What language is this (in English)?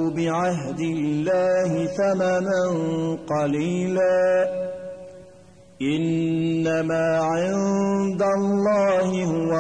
Arabic